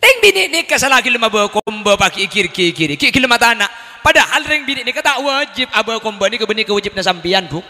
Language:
Madurese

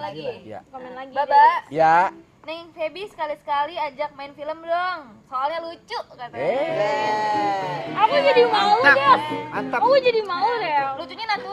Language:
Betawi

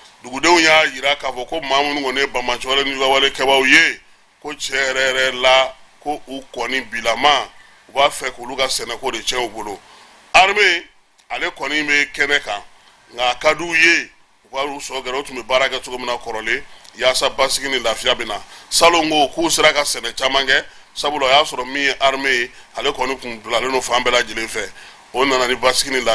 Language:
Bambara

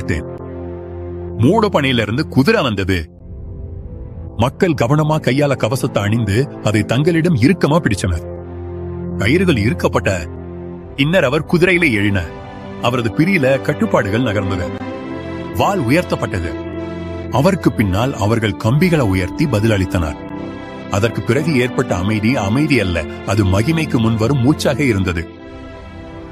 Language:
Tamil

